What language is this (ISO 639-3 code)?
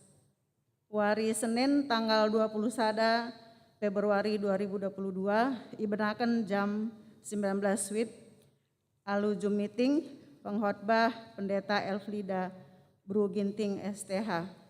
btx